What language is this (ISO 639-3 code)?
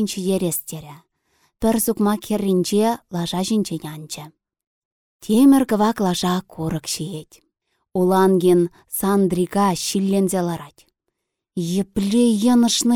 chv